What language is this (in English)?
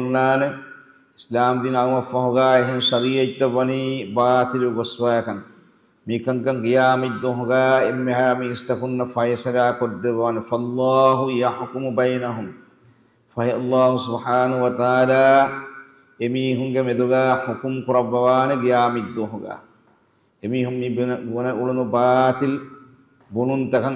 Divehi